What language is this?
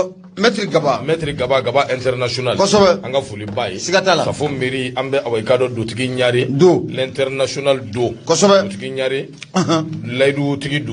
Bambara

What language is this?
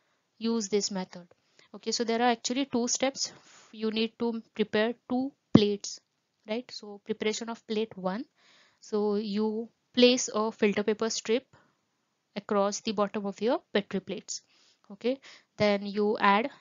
English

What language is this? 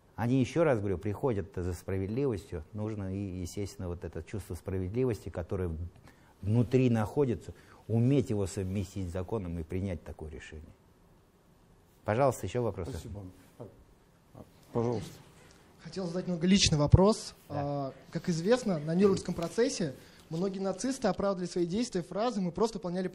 Russian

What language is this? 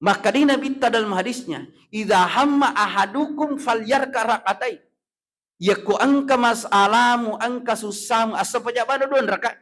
Buginese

